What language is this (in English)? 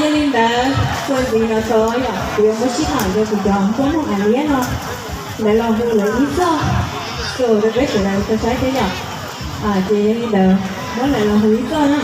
Hmong